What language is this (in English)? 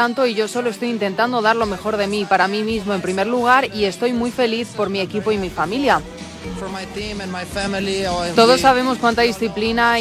Spanish